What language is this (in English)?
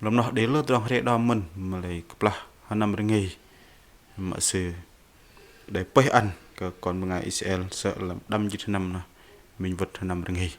Bahnar